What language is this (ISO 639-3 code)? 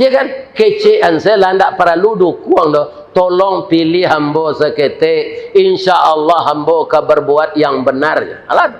min